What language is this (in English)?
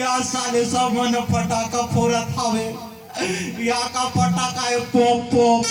Chhattisgarhi